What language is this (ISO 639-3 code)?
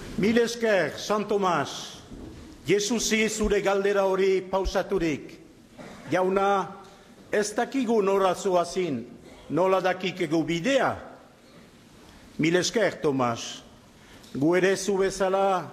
eus